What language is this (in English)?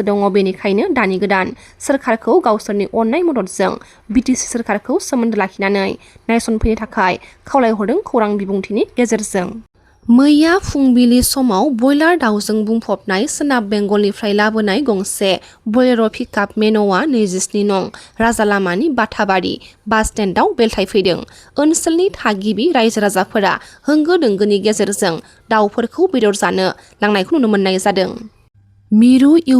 Bodo